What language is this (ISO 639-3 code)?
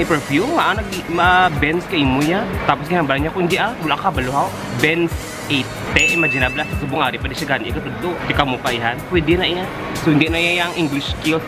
hil